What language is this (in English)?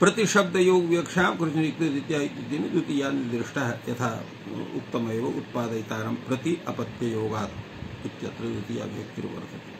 Sanskrit